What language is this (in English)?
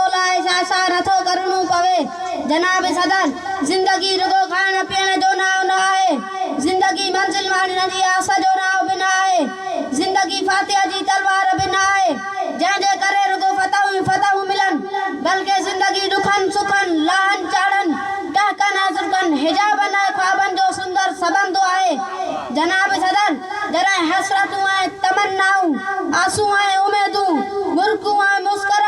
Sindhi